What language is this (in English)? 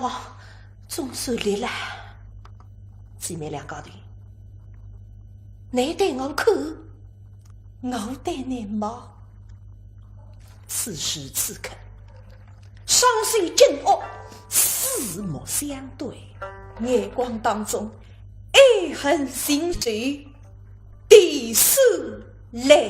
Wu Chinese